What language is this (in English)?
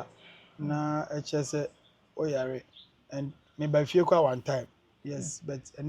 Akan